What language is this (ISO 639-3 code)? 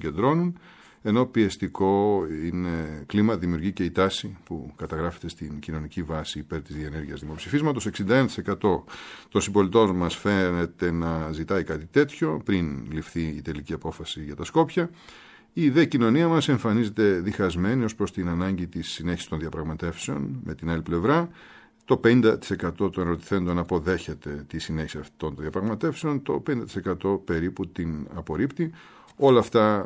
ell